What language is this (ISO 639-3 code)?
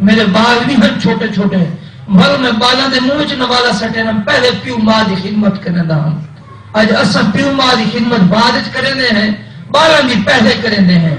skr